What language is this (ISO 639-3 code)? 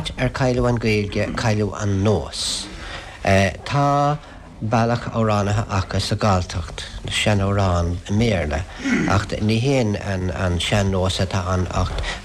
gle